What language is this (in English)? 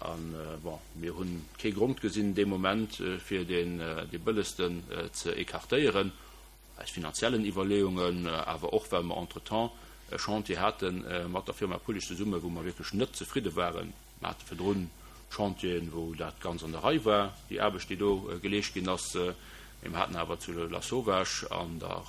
Luxembourgish